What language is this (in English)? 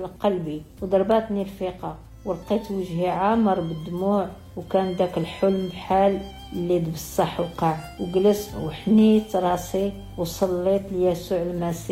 Moroccan Arabic